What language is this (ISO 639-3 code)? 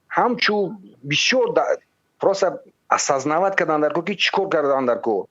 tgk